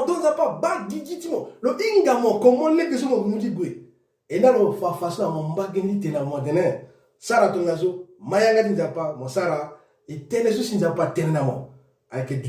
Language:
Sango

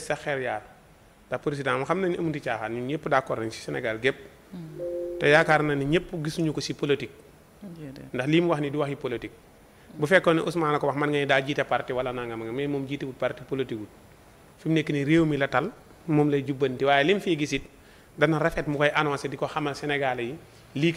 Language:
Wolof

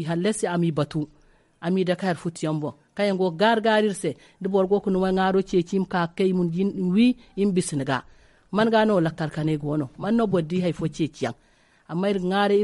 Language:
Zarma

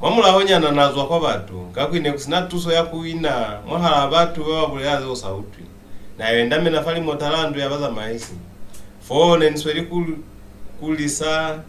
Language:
Lozi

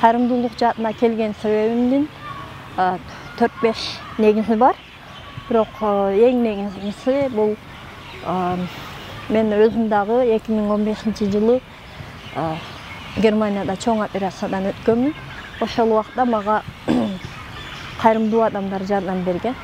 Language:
Kyrgyz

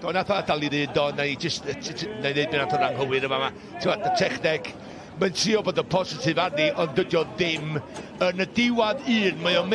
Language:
Welsh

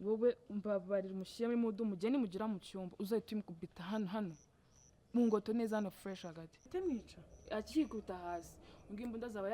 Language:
Kinyarwanda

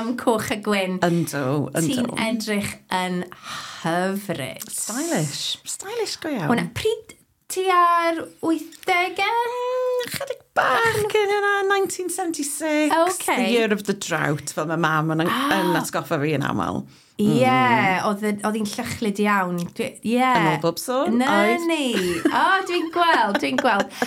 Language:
Welsh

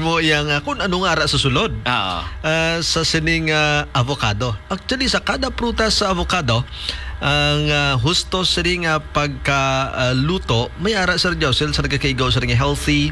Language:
Hiligaynon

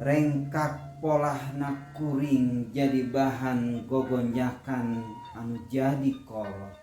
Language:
Sundanese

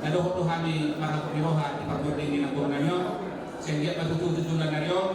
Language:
Batak Toba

